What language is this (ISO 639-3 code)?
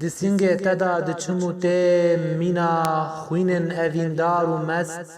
kur